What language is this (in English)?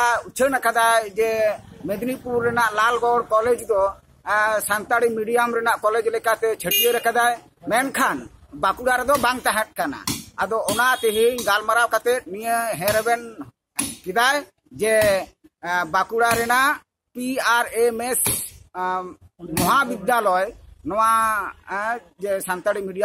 Santali